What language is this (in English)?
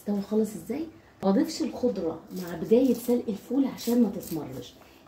Egyptian Arabic